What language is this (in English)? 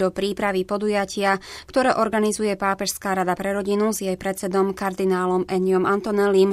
Slovak